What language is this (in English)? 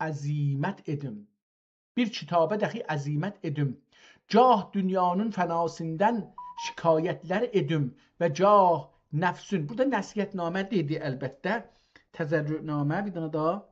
South Azerbaijani